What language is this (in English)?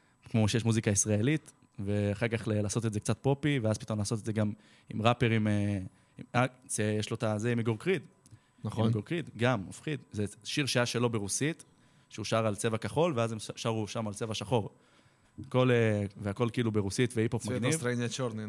Hebrew